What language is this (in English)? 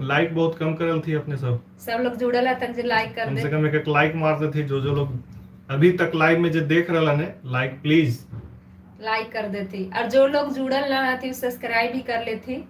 Magahi